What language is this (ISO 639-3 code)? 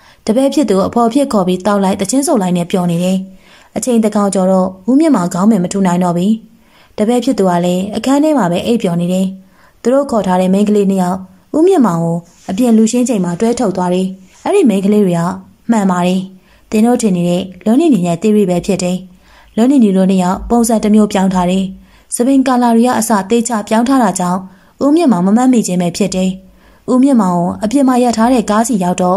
mya